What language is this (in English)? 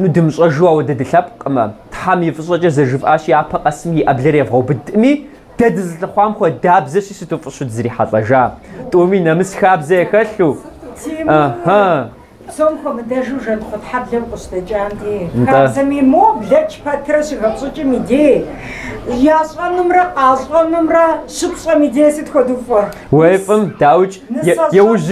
Kabardian